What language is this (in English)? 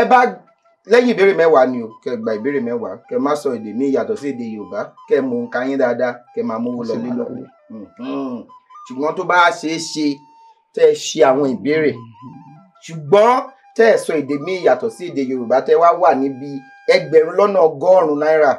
Yoruba